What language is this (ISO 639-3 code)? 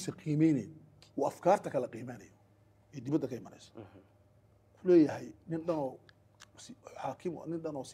som